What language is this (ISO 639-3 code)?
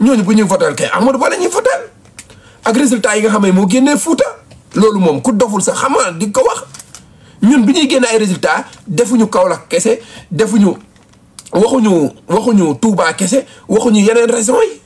wol